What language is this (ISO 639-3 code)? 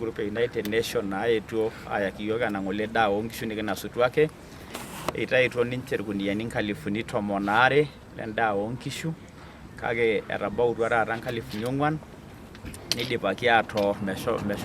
mas